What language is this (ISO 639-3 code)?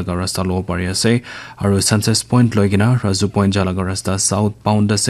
nag